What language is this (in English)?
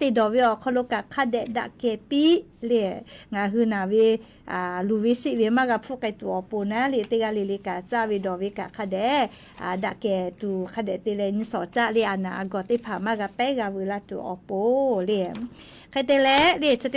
Lahu